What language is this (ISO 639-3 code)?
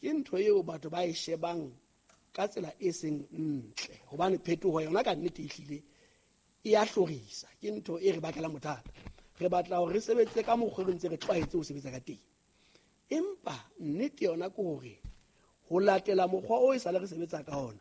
sot